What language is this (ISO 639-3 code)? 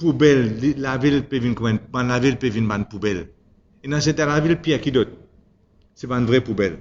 mfe